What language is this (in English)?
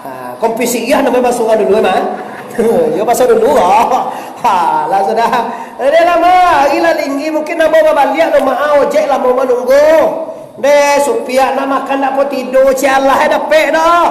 Minangkabau